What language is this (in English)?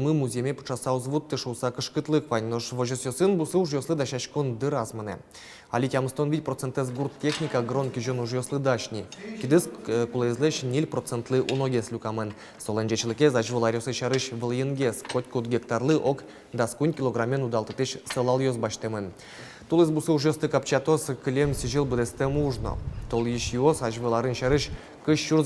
Udmurt